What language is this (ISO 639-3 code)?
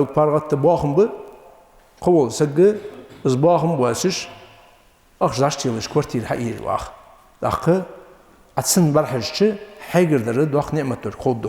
inh